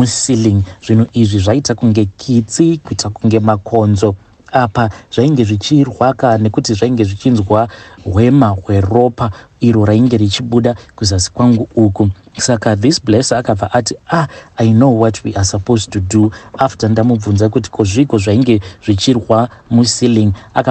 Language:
Shona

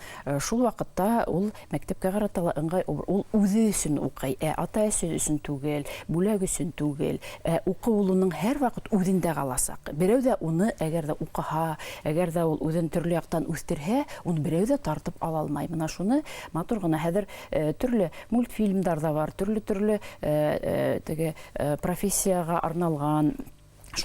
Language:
Bashkir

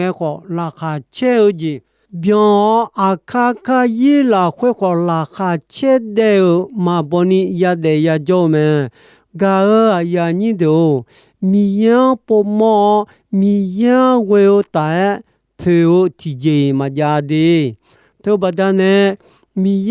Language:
Akha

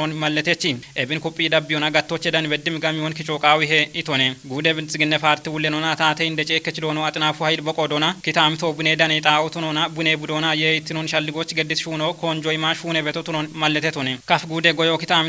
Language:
Kafa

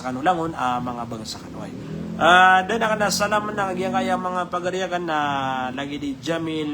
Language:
Maranao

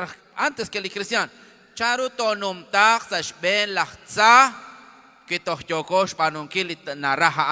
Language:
Kekchí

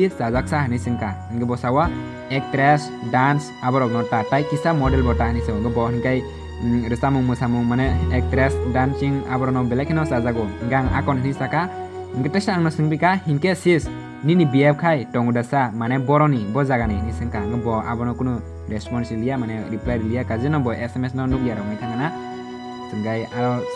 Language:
Kok Borok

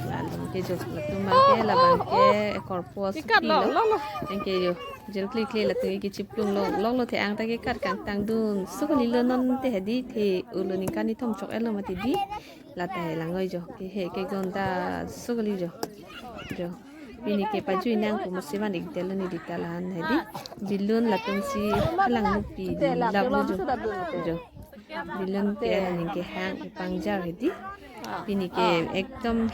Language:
Karbi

